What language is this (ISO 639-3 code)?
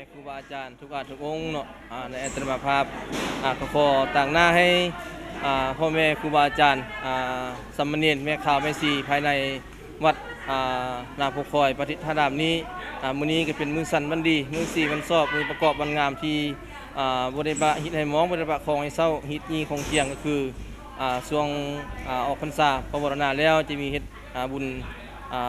lao